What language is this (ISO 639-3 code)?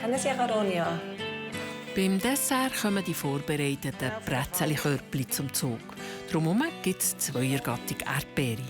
gsw